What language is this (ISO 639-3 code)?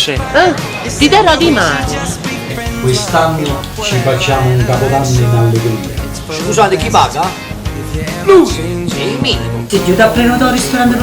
nap